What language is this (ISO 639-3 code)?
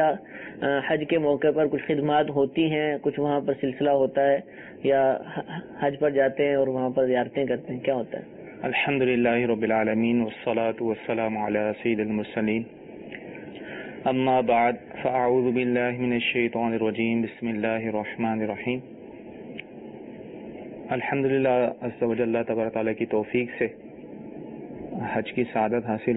urd